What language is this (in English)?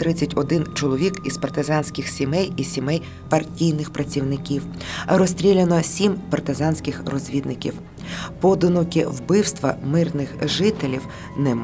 Ukrainian